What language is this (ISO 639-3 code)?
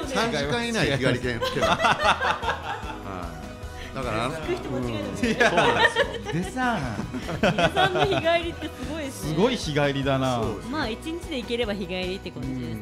jpn